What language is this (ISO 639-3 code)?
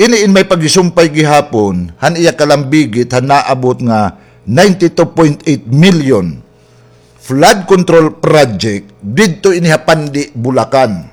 war